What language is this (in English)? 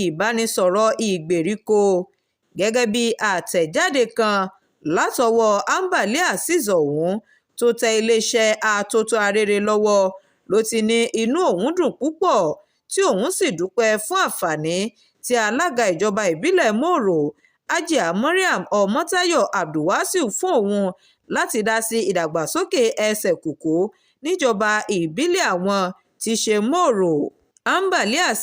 Yoruba